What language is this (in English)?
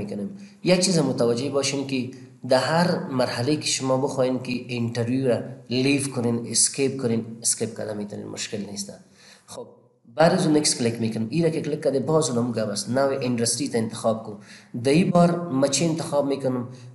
Persian